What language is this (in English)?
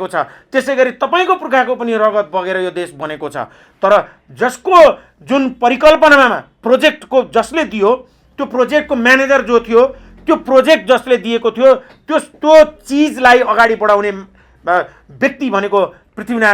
Nepali